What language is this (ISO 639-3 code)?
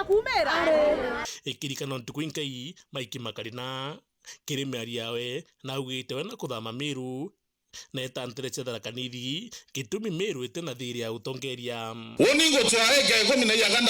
mer